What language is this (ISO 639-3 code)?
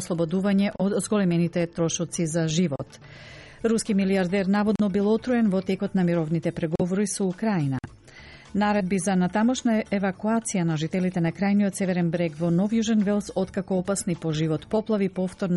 mkd